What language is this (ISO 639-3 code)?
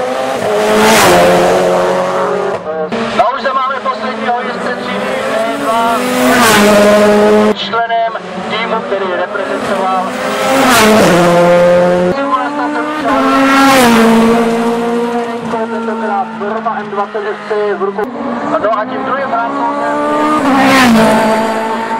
ces